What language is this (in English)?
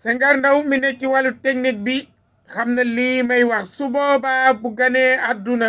Wolof